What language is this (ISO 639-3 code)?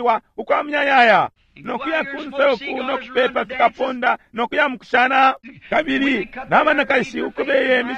bem